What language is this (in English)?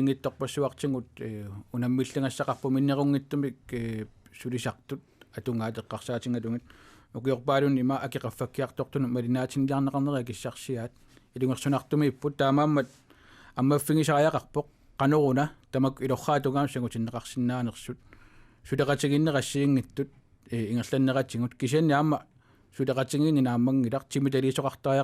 Kalaallisut